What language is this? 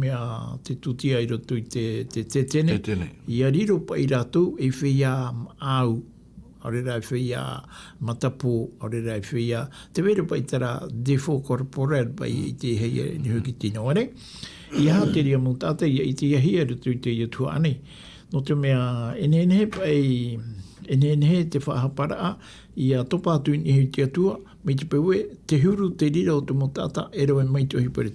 Tahitian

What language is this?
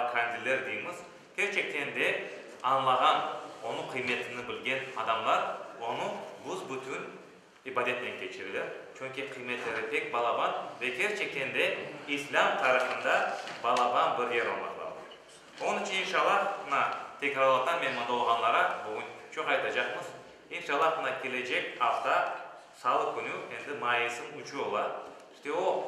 Crimean Tatar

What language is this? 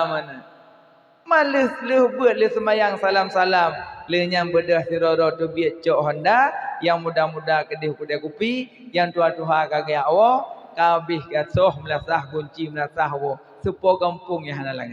Achinese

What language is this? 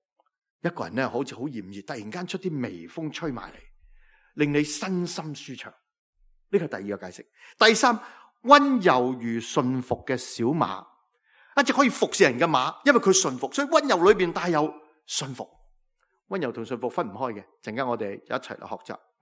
Cantonese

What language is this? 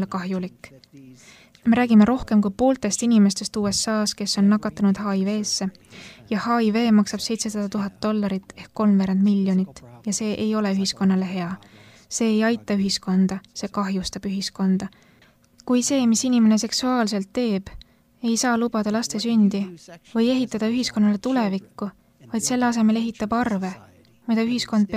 Estonian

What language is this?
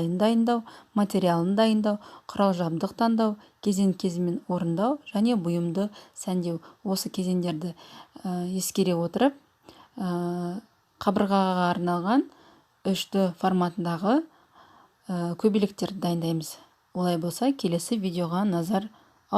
Kazakh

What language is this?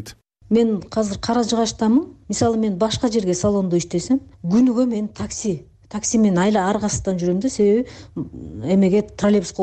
Kyrgyz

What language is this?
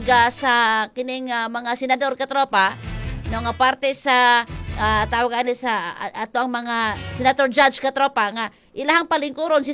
Cebuano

